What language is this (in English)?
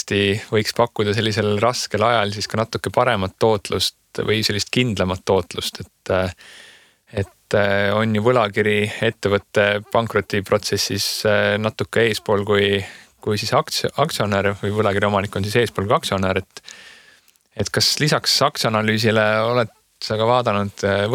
Estonian